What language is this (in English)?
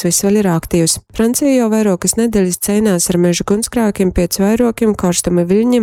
Latgalian